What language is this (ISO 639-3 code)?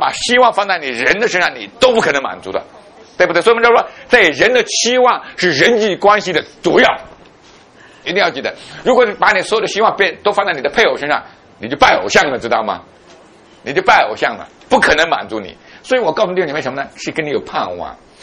zho